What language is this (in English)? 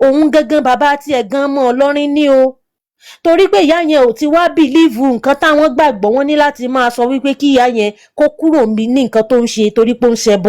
Yoruba